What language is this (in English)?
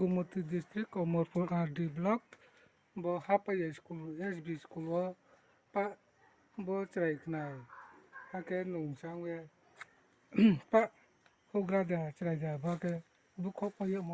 Riang (India)